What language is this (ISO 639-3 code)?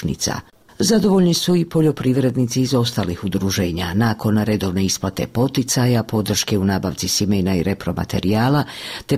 bos